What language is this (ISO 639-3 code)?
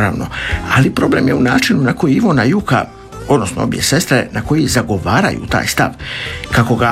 hrv